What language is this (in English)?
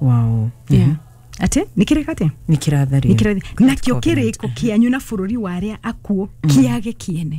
Kikuyu